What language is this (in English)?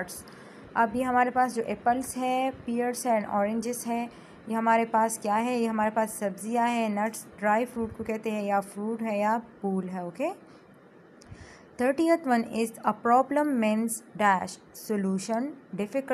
Hindi